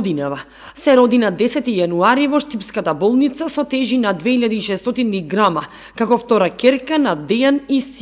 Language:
Macedonian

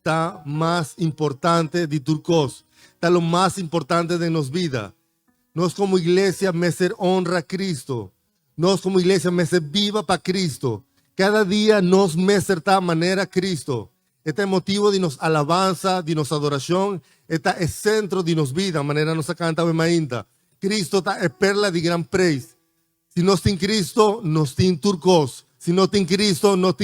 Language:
Papiamento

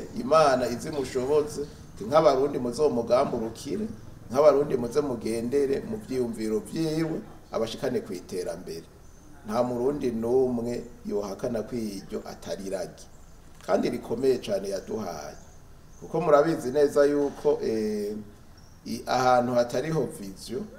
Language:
Rundi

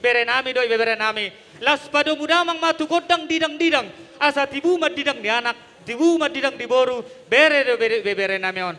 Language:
Batak Toba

